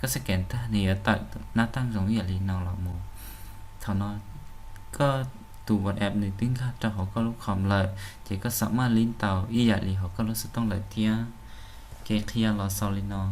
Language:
Hmong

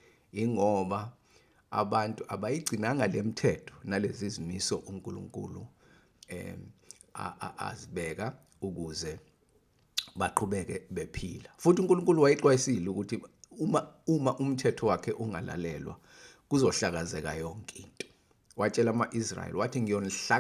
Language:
Zulu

